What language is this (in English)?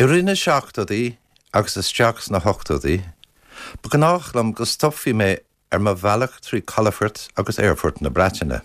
Irish